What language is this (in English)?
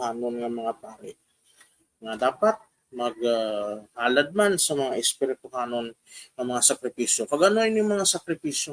Hiligaynon